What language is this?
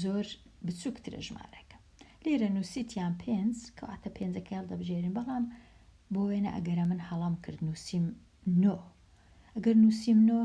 Central Kurdish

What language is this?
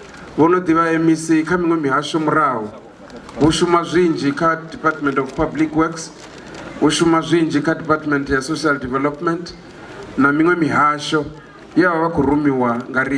Venda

